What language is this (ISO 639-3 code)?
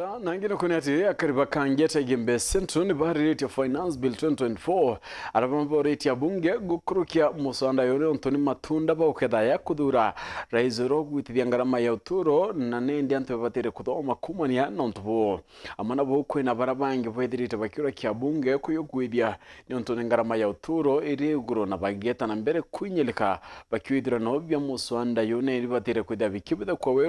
mer